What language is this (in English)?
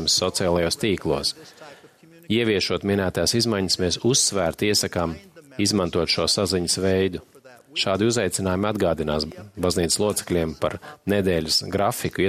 Latvian